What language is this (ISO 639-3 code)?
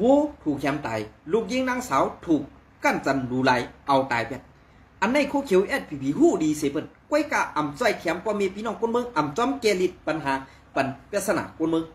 shn